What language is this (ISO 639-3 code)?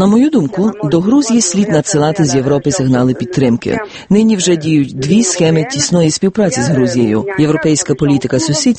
ukr